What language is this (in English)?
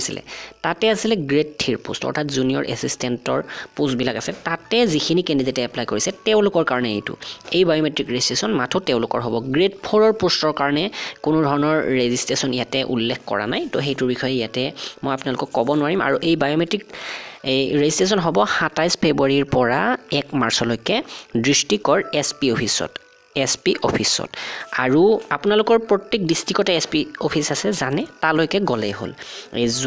Assamese